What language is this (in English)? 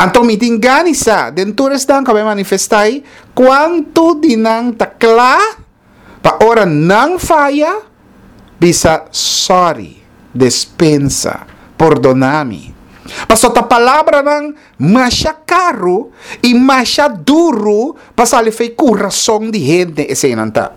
Papiamento